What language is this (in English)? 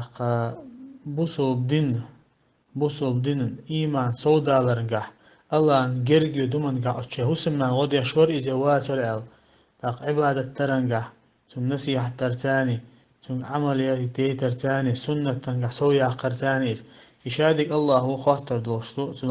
Chechen